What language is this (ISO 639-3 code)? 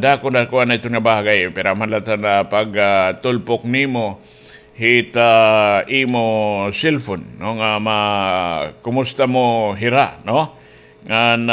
war